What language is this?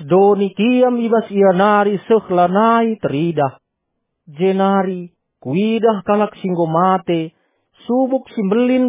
Batak Karo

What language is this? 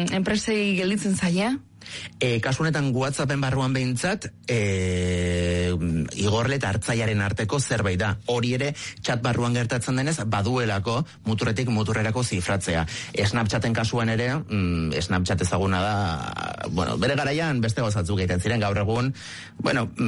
Basque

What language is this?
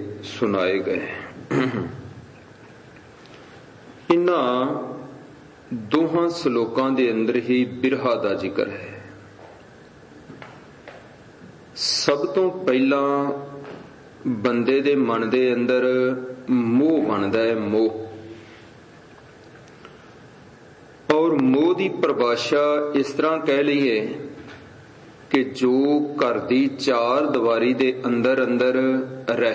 Punjabi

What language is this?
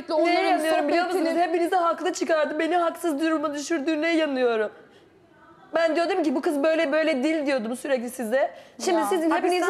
Turkish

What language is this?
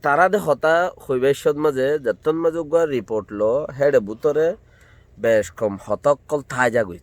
Rohingya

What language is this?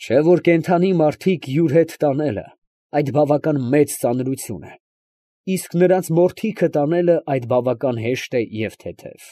Armenian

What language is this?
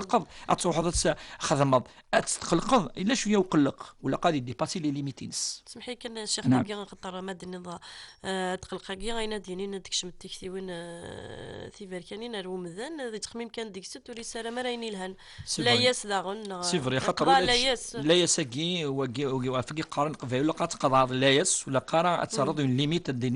Kabyle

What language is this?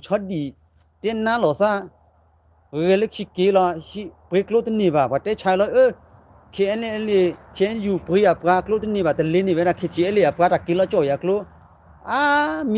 S'gaw Karen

